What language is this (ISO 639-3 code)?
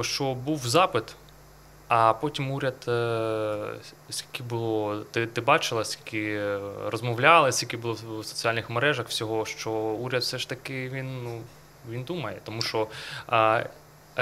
ukr